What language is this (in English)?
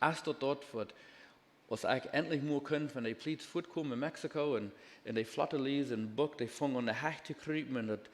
Plautdietsch